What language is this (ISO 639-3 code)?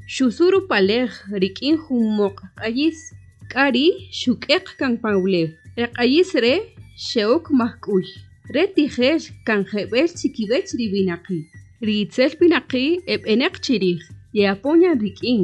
cak